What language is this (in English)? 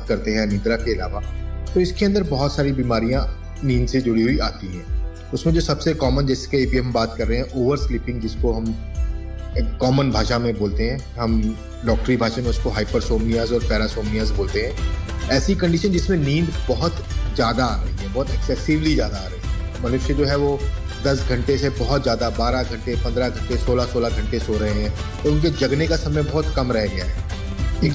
Hindi